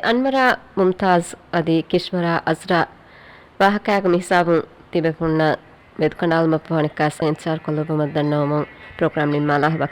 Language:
Divehi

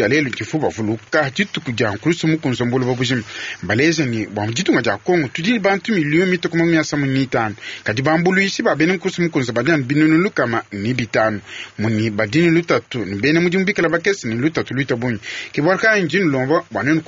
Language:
Luba-Lulua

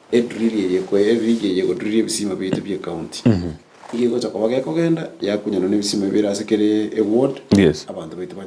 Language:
Gusii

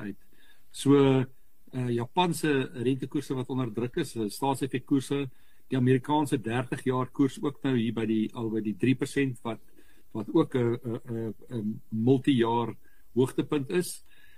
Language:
Afrikaans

